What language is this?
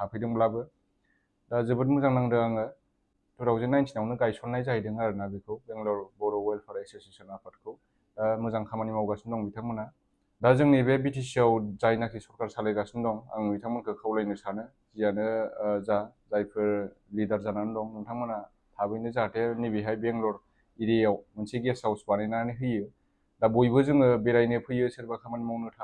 Bodo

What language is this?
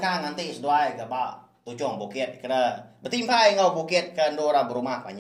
Iban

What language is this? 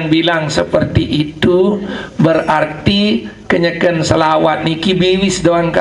Sasak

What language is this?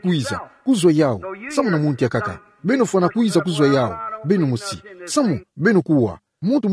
Kituba (Democratic Republic of Congo)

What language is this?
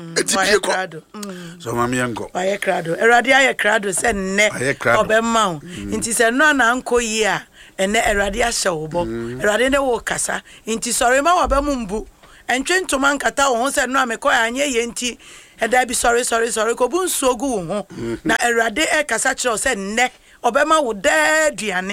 Akan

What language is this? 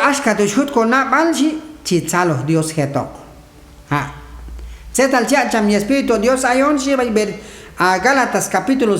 Q'anjob'al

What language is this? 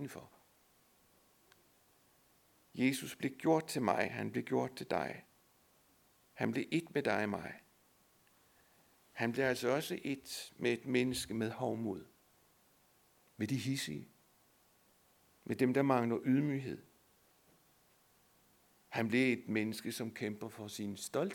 Danish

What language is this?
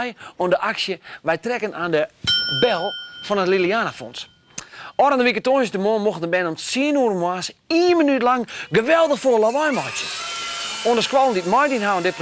Western Frisian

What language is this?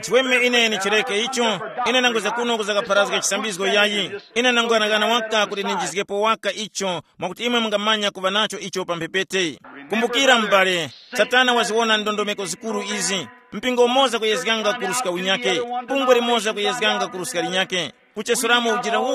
Tumbuka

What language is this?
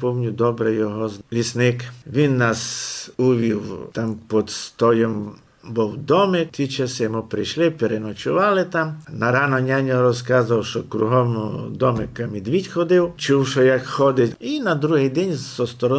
Rusyn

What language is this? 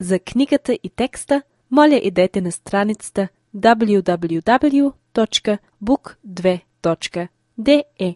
Bulgarian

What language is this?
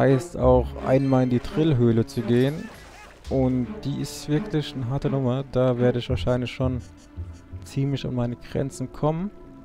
German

